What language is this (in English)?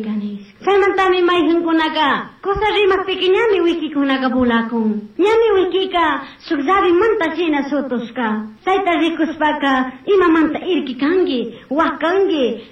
Chimborazo Highland Quichua